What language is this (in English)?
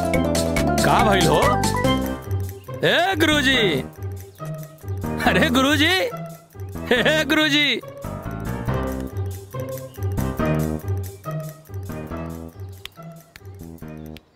Bhojpuri